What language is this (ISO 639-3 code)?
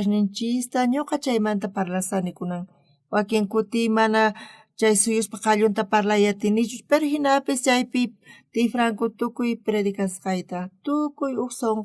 quh